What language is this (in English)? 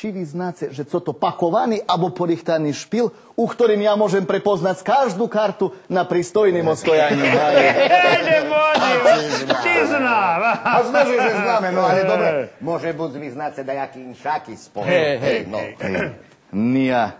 Rusyn